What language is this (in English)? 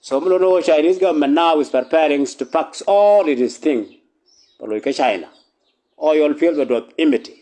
Nuer